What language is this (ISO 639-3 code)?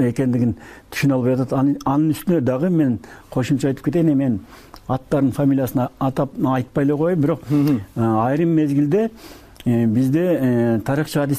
kir